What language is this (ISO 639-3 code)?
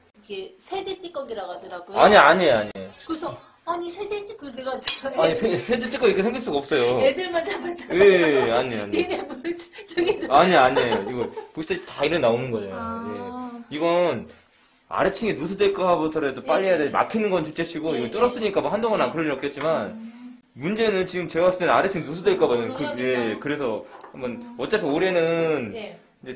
kor